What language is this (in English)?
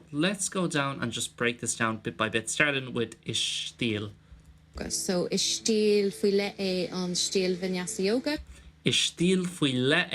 Irish